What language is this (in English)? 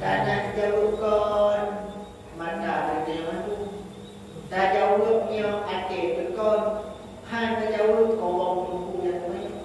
Achinese